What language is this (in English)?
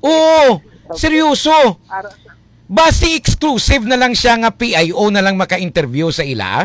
Hiligaynon